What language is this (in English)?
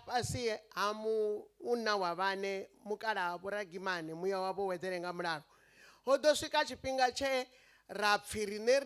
Venda